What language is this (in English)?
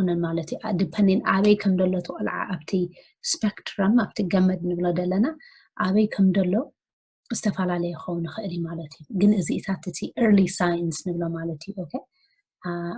Tigrinya